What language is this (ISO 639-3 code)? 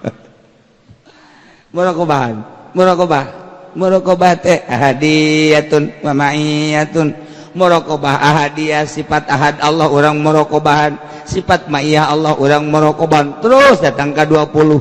sun